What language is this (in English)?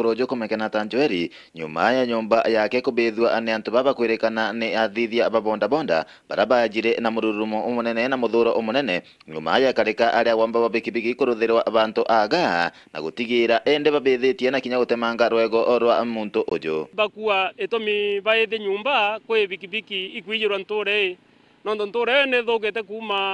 Meru